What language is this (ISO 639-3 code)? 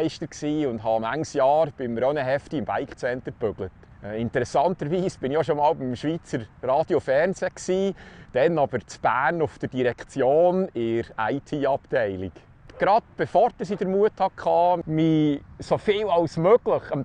gsw